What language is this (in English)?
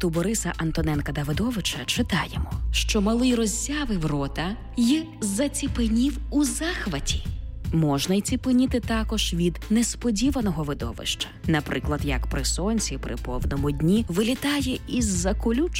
Ukrainian